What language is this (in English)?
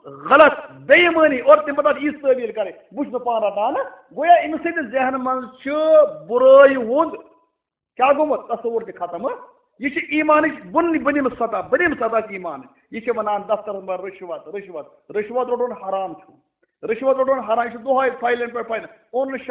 Kashmiri